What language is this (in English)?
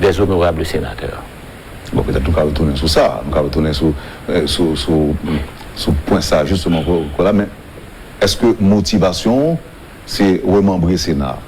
Haitian Creole